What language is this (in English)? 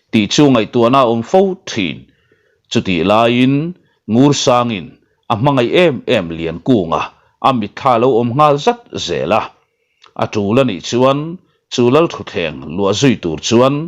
Mizo